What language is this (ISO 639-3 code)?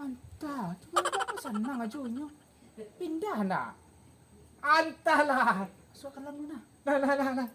min